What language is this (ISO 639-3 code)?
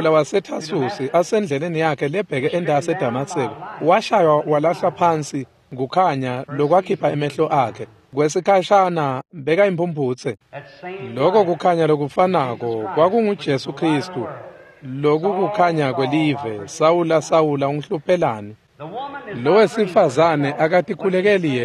ssw